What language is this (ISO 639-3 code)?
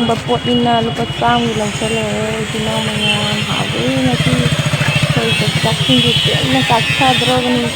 mni